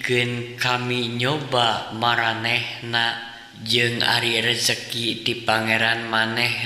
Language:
Sundanese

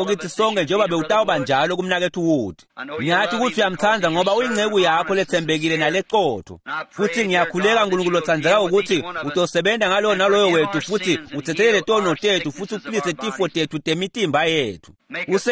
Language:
Swati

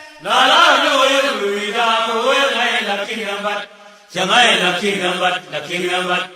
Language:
Nuer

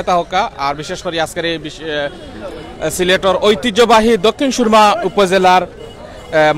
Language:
Sylheti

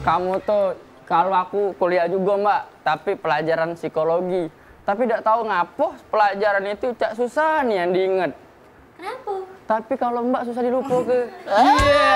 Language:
Musi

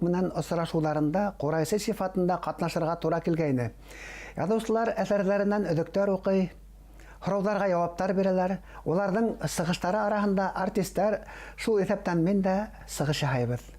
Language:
Bashkir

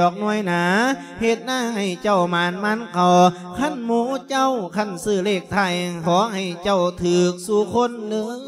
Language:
Lao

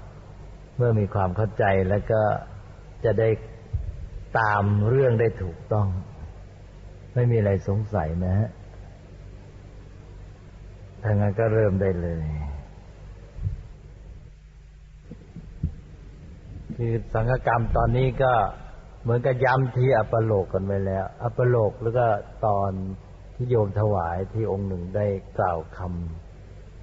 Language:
Thai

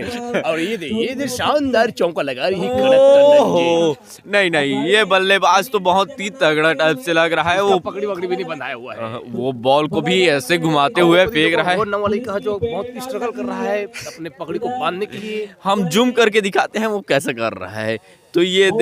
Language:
Chhattisgarhi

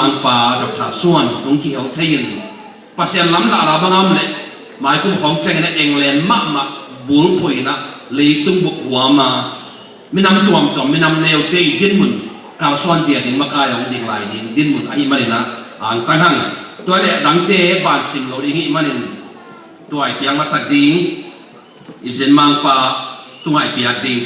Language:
Tedim Chin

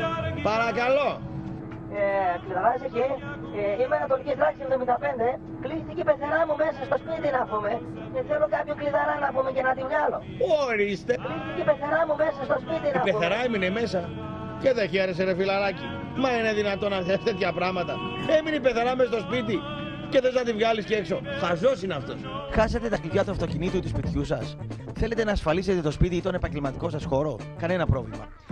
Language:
Greek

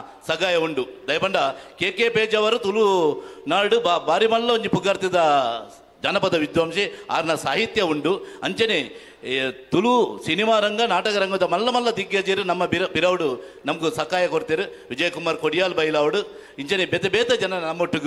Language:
Tulu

